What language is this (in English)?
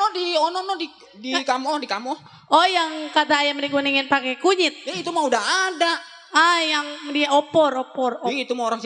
Betawi